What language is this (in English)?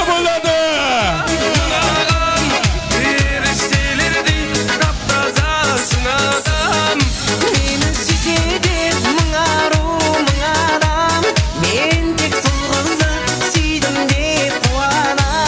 Kara-Kalpak